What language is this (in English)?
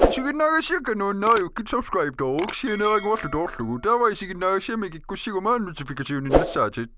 Kalaallisut